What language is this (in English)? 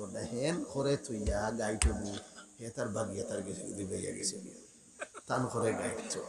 Sylheti